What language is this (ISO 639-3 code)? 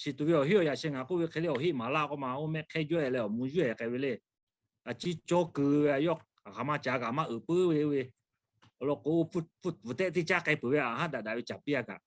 lhu